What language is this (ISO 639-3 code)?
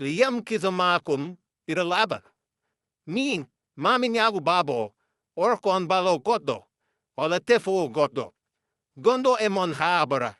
ful